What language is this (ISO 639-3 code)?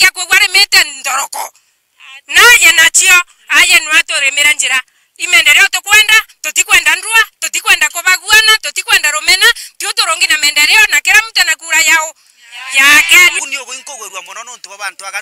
mer